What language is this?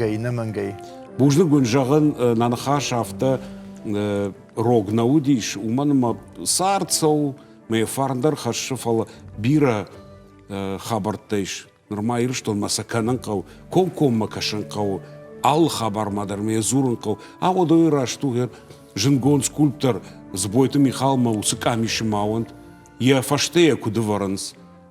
Ossetic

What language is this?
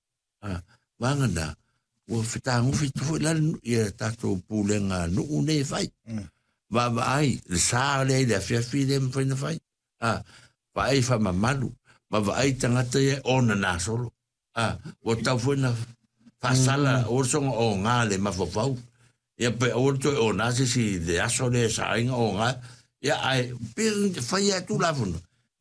Samoan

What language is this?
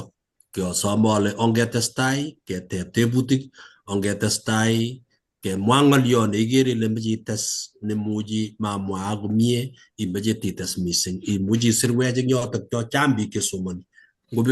Kalenjin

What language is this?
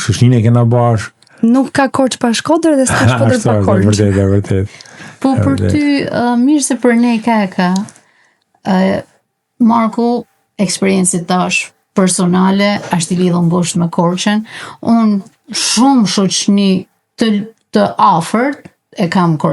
Albanian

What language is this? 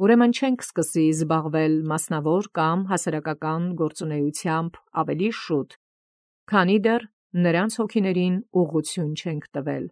Armenian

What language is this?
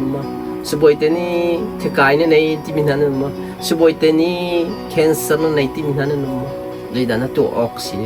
Hakha Chin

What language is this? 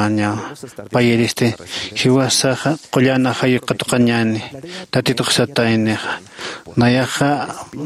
Aymara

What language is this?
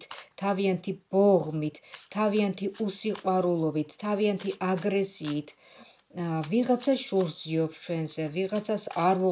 Georgian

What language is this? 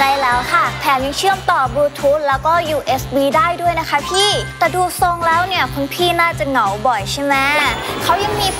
Thai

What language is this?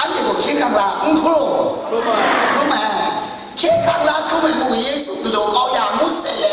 Kachin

